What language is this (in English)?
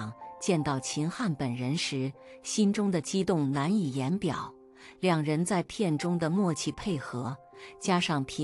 Chinese